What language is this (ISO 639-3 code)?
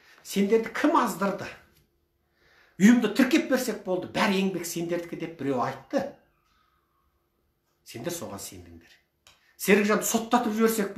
kaz